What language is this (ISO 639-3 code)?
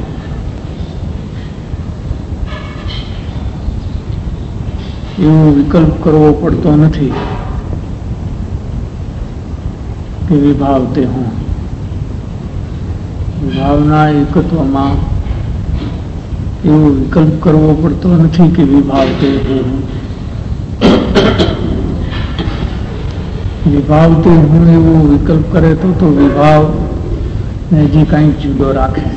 guj